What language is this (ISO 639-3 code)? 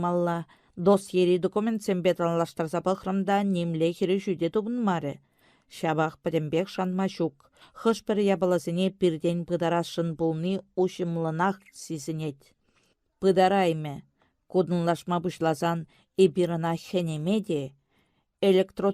chv